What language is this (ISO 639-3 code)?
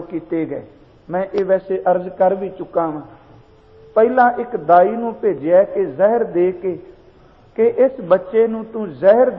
pan